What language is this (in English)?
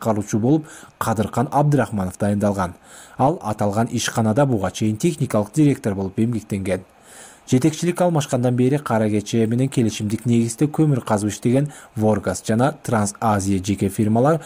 Kyrgyz